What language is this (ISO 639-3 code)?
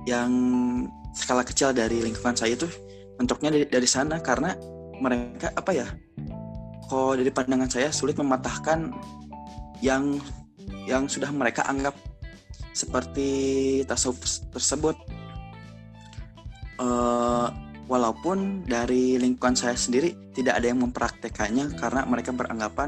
ind